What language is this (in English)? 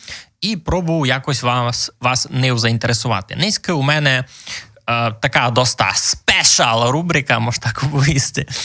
Rusyn